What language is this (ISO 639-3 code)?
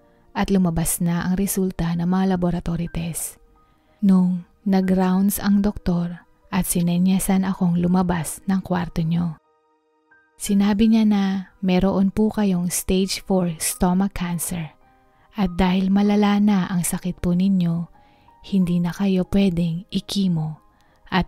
fil